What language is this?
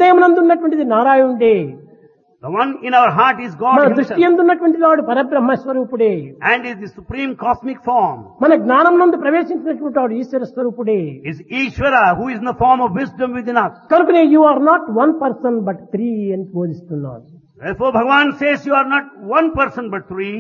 Telugu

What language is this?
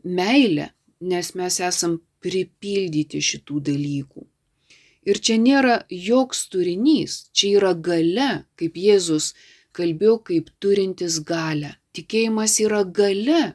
Lithuanian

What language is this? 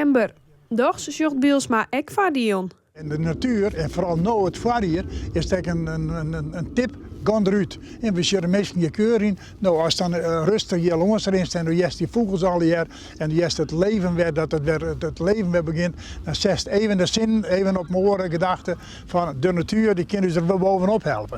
Western Frisian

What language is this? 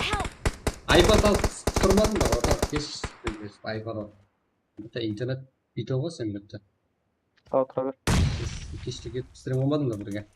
Kara-Kalpak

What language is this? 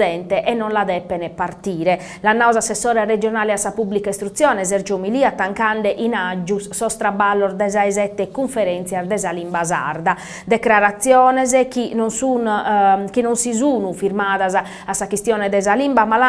Sardinian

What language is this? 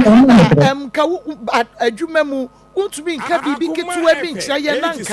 Akan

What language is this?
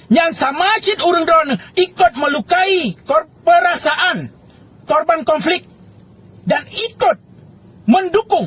Achinese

